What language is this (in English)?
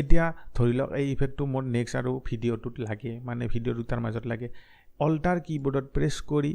Assamese